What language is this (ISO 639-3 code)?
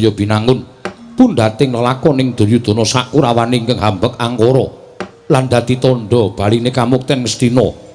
jav